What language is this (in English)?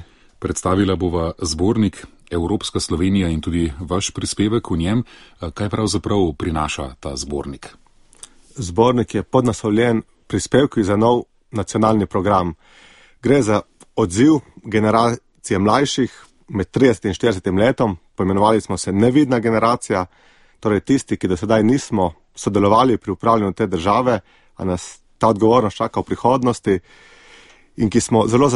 Slovenian